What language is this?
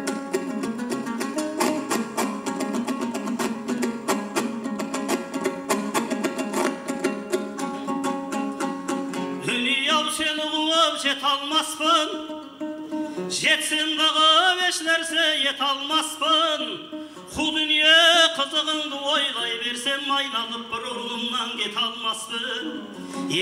Kazakh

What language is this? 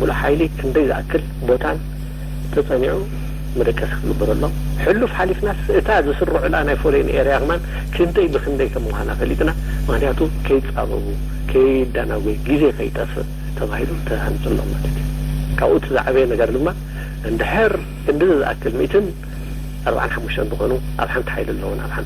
Tigrinya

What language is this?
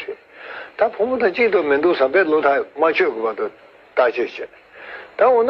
Tibetan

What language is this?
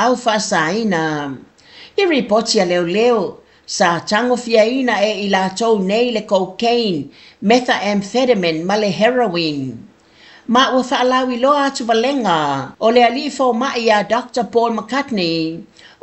Samoan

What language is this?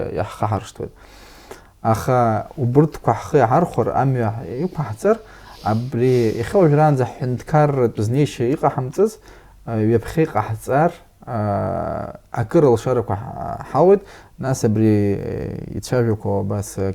Abkhazian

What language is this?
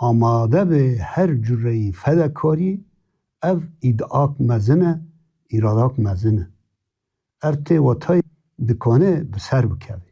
Kurdish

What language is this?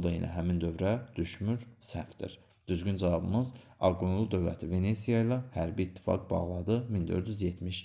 Azerbaijani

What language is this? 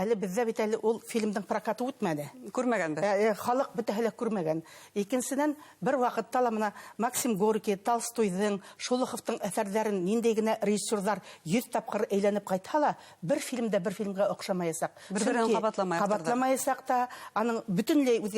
Bashkir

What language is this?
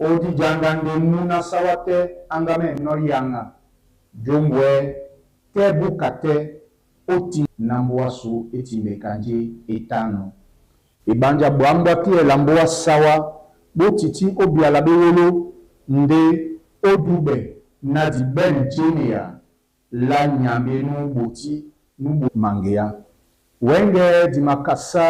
Duala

